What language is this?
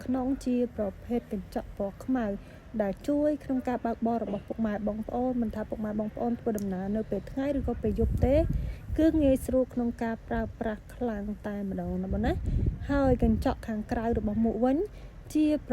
Khmer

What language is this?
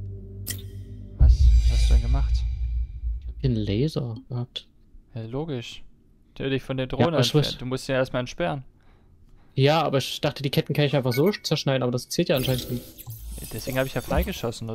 German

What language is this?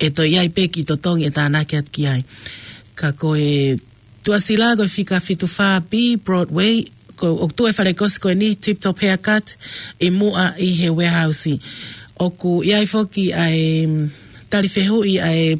Tongan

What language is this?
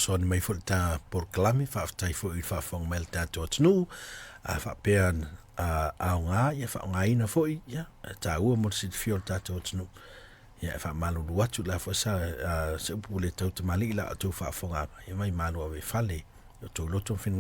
Samoan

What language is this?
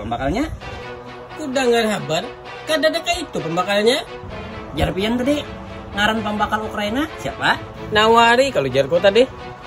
Banjar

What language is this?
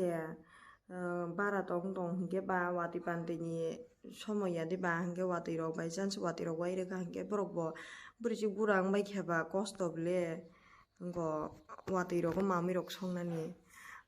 Kok Borok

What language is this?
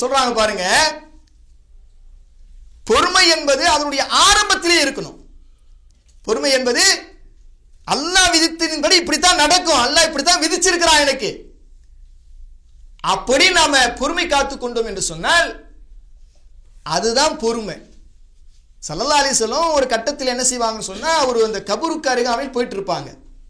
Tamil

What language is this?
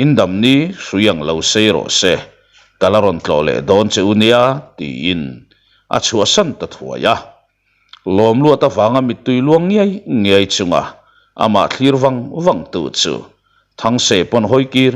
Mizo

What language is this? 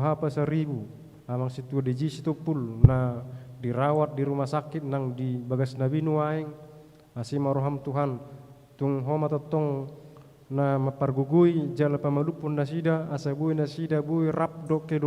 Batak Toba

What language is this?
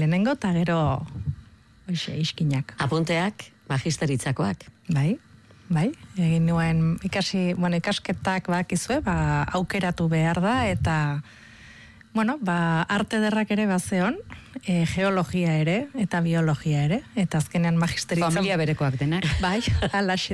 Basque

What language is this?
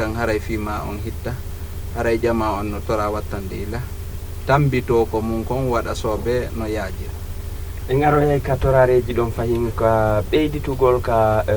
Fula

